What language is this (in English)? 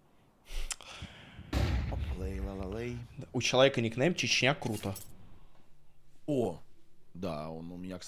Russian